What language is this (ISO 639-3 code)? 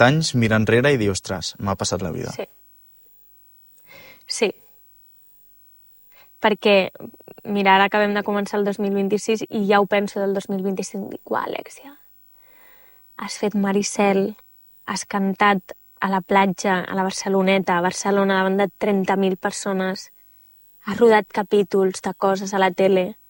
cat